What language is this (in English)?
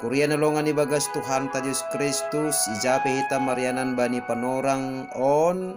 Batak Simalungun